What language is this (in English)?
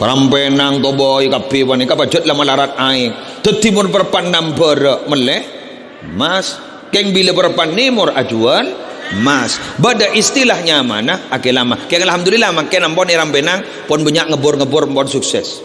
Madurese